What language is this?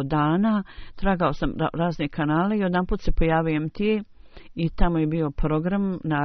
Bosnian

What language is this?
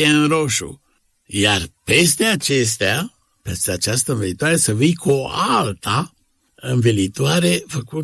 Romanian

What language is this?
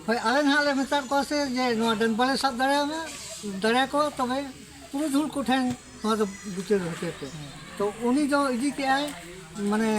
Santali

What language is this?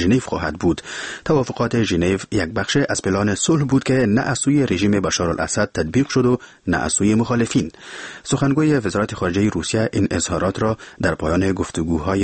Persian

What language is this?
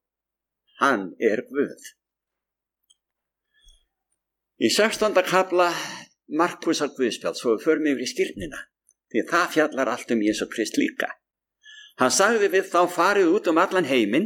Icelandic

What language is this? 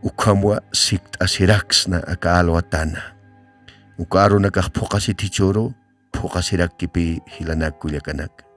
Aymara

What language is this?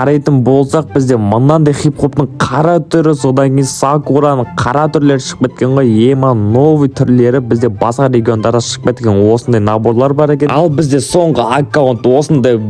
Kazakh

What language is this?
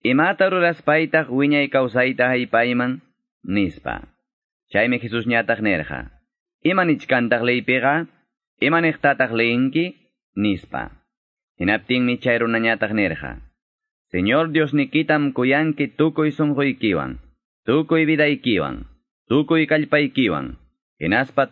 Quechua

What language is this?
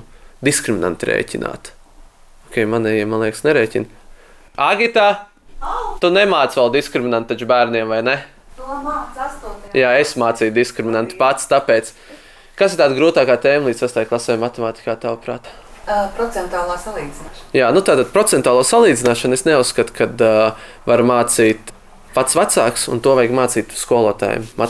Latvian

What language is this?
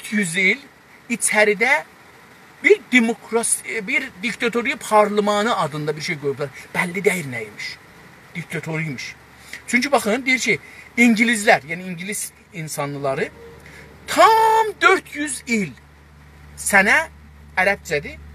South Azerbaijani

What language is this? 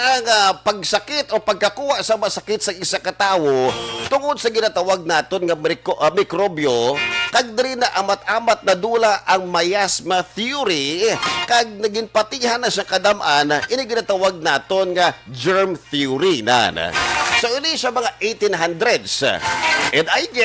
Hiligaynon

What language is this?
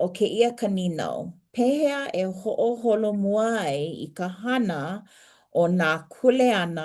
Hawaiian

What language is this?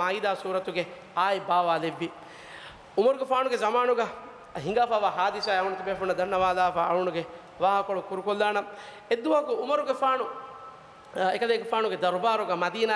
Divehi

